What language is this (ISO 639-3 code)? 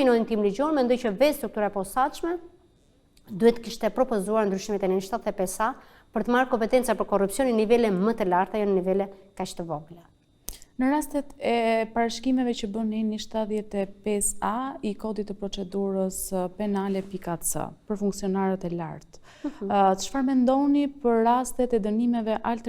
sqi